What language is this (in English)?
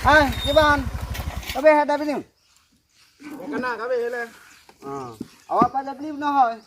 Achinese